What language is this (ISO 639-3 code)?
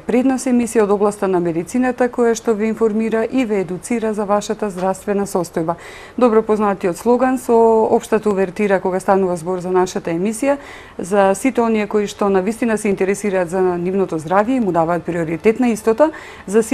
mkd